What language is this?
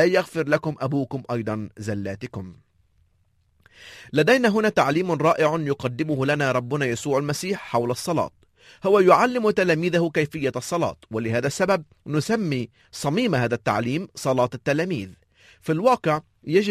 Arabic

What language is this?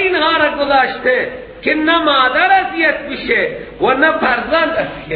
Persian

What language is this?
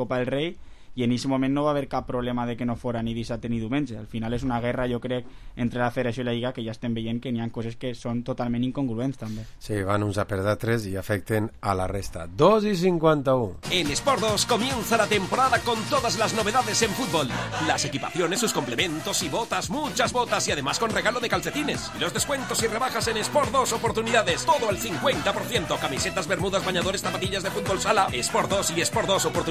Catalan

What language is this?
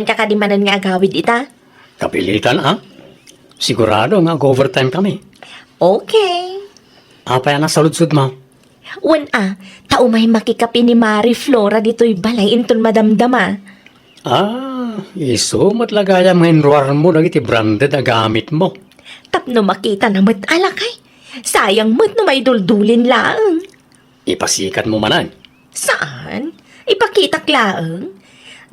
Iloko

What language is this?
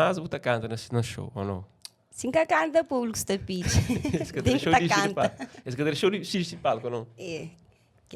Kabuverdianu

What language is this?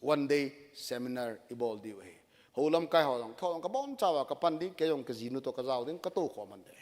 Thado Chin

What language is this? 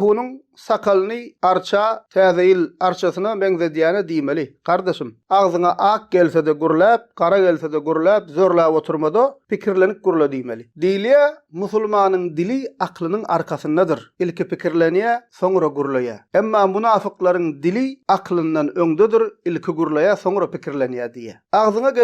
Turkmen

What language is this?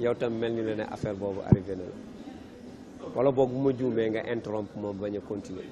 Wolof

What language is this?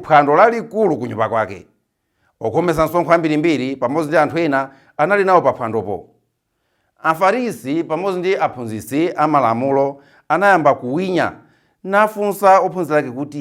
Nyanja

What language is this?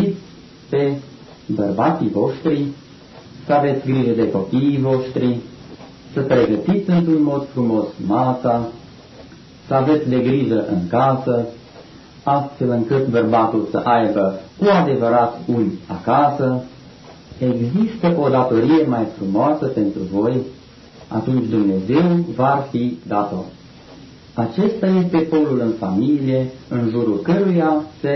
Romanian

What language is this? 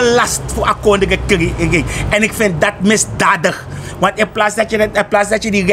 Sranan Tongo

